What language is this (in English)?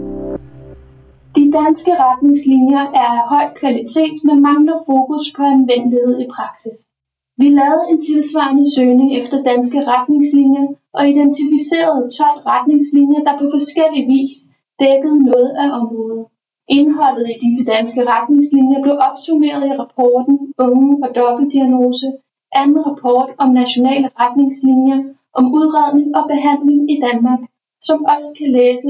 Danish